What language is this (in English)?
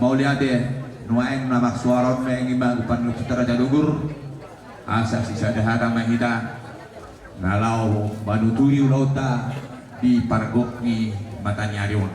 Batak Toba